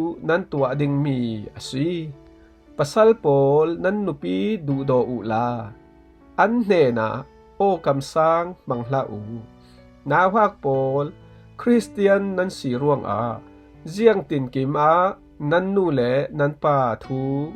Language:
Falam Chin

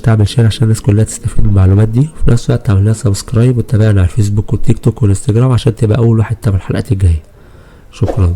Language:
Egyptian Arabic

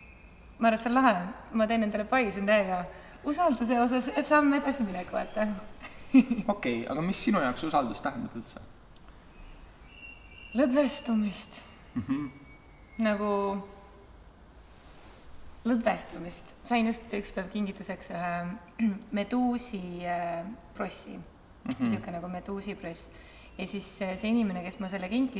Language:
Estonian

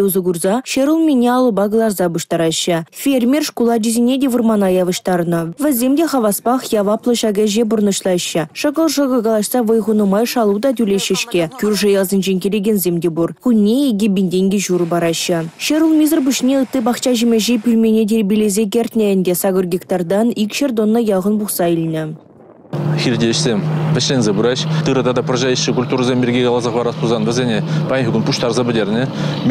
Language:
Chuvash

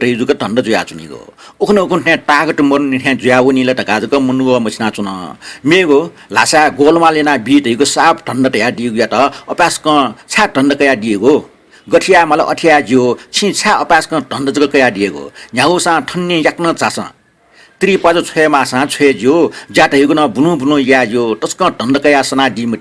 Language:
Newari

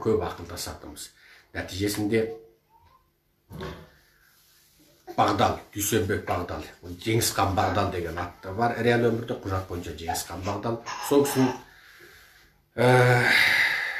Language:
Kazakh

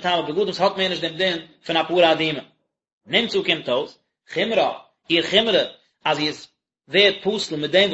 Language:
Yiddish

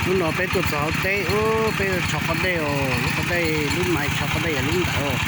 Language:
Hmong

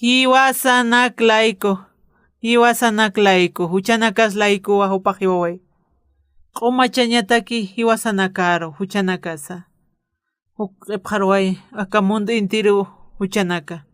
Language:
Aymara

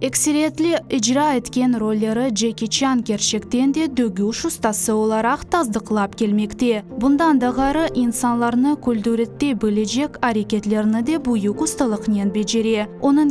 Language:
Crimean Tatar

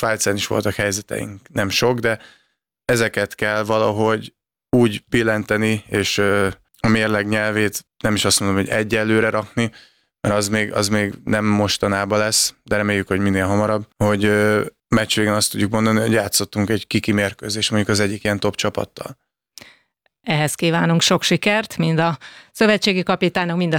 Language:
Hungarian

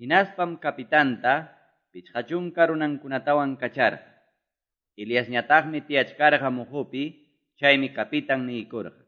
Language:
Quechua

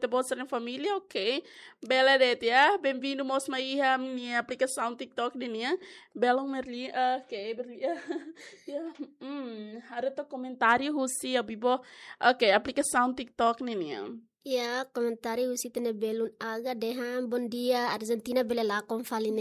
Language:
Tetum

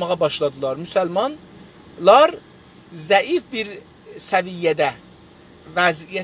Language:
South Azerbaijani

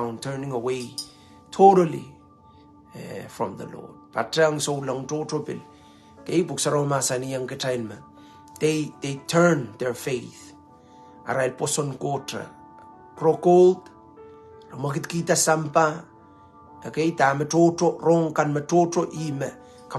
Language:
Pohnpeian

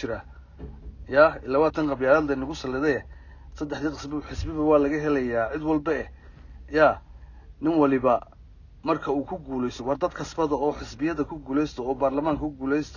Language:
Somali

